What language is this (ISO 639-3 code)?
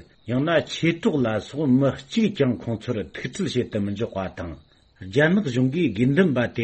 bod